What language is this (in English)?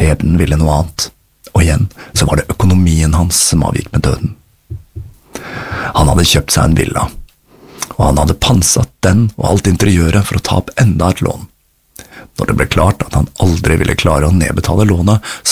Norwegian